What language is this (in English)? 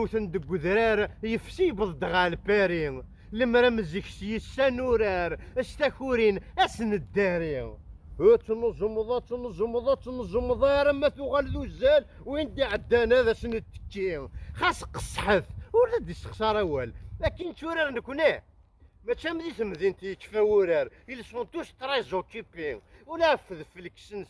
Kabyle